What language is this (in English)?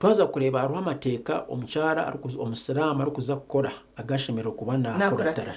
Nyankole